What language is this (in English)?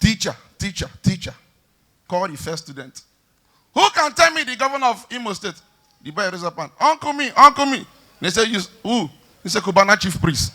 Nigerian Pidgin